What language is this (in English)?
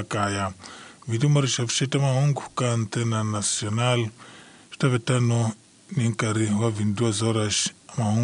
Tsonga